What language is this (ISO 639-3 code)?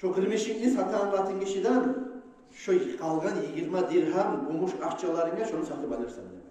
kum